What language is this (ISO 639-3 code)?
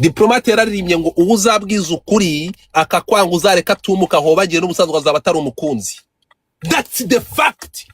kin